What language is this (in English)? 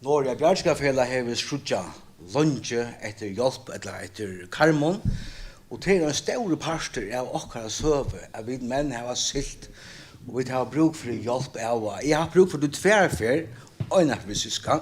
Faroese